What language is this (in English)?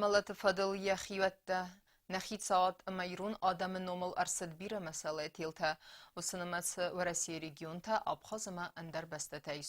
Ossetic